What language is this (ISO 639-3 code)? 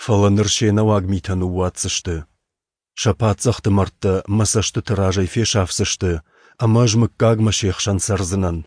oss